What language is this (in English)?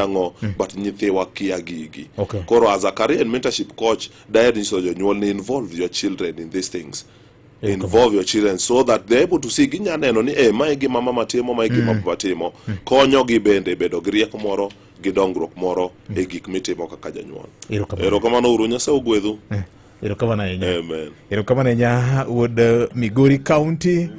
Luo (Kenya and Tanzania)